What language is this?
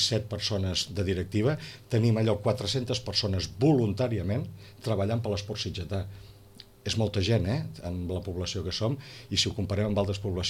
Catalan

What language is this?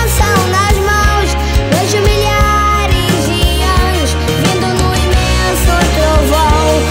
Portuguese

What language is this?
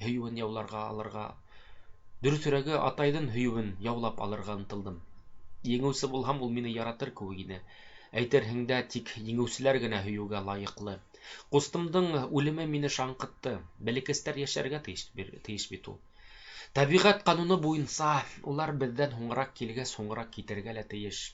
Bashkir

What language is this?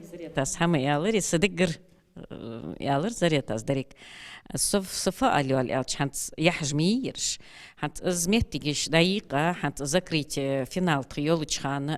Ingush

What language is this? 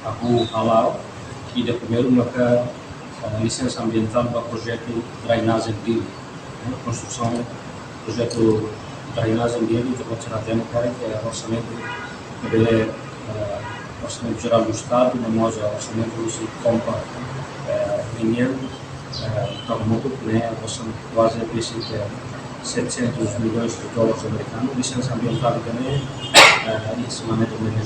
Tetum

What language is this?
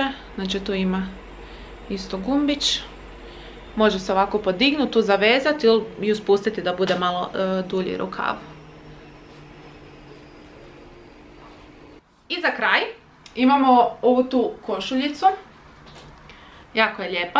Croatian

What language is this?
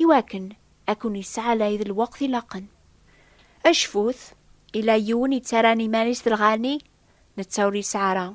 Kabyle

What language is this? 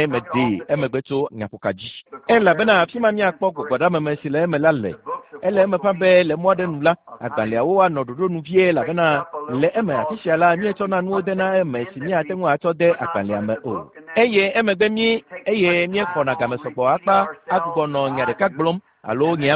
Ewe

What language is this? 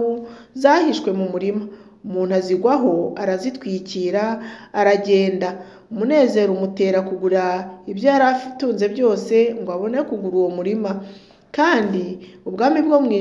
Kinyarwanda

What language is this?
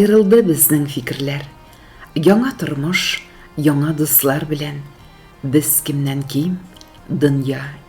Tatar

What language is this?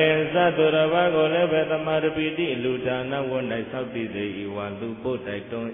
Burmese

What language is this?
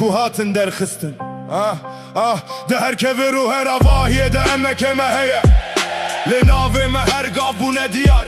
Kurdish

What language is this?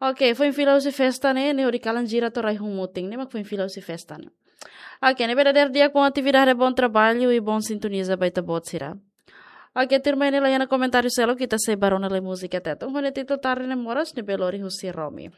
Tetum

